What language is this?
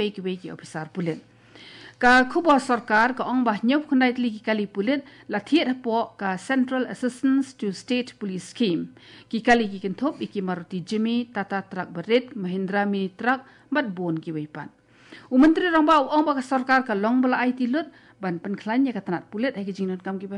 Khasi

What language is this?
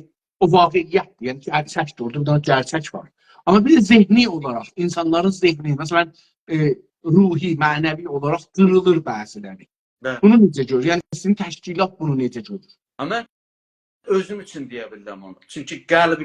South Azerbaijani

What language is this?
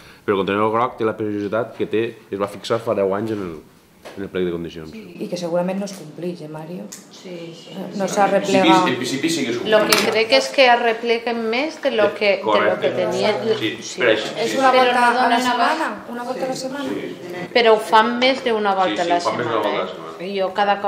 Catalan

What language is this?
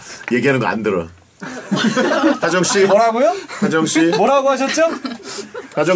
Korean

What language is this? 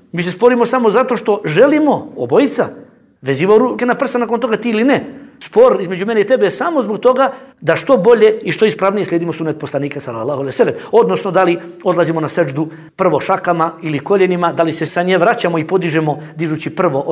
Bosnian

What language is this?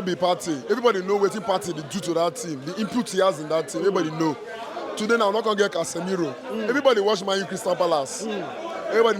Nigerian Pidgin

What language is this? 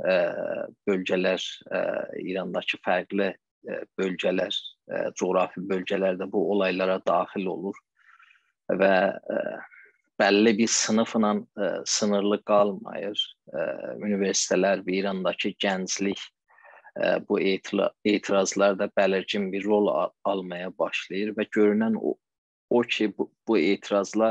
South Azerbaijani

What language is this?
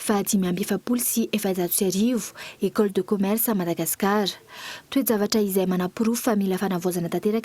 Malagasy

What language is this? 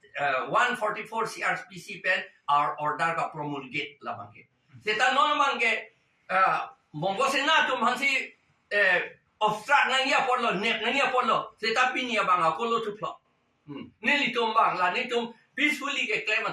Karbi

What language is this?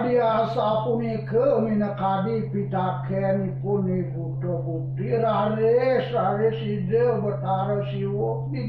Balinese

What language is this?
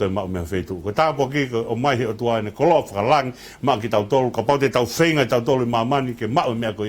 Tongan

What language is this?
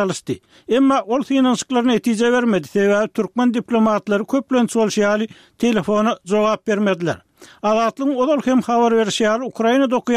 Turkmen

